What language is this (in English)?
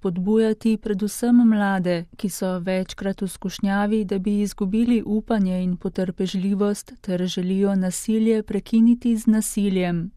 Slovenian